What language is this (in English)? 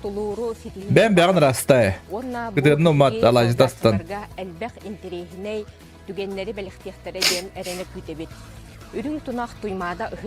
Yakut